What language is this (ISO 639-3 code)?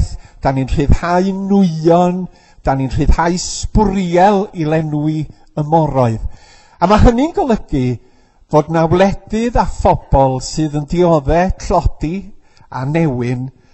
cym